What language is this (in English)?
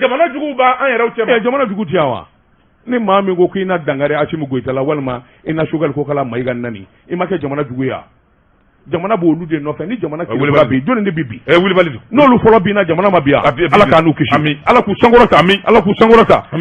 Bambara